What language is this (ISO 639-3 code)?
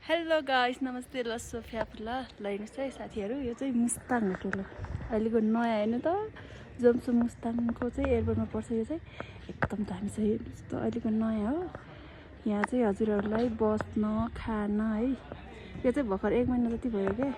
nep